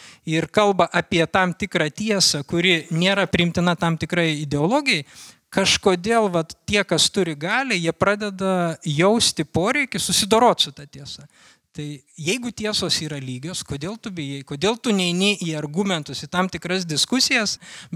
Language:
Lithuanian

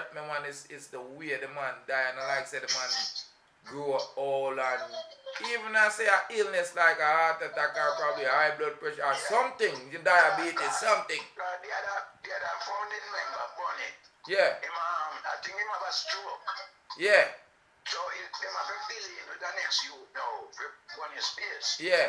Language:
Jamaican Creole English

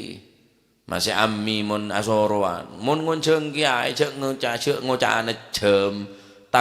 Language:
Madurese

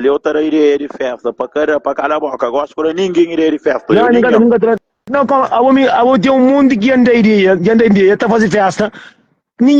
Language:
Kabuverdianu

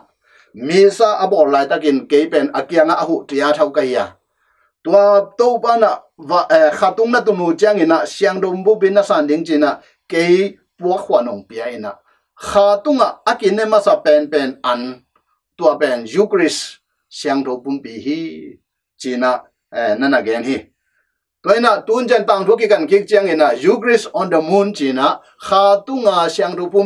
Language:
Tedim Chin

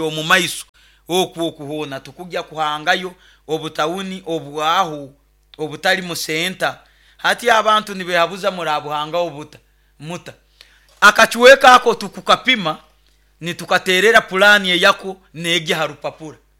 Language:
Nyoro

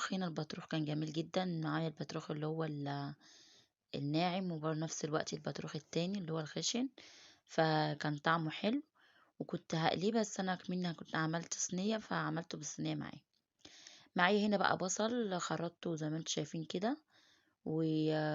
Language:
Egyptian Arabic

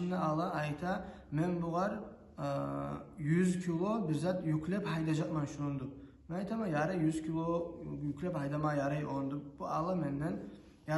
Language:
Kumyk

